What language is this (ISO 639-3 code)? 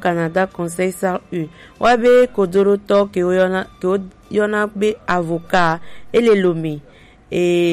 gej